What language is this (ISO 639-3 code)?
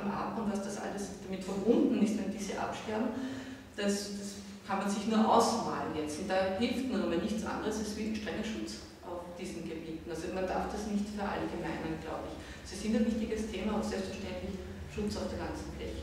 deu